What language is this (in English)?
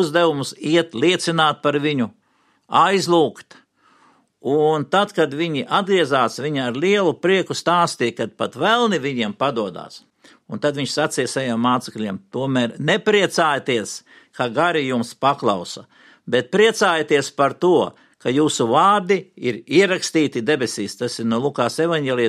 Latvian